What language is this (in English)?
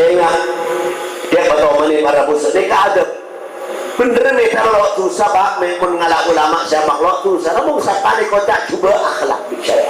Madurese